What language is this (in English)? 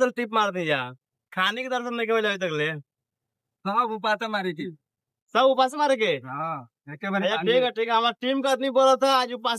Bhojpuri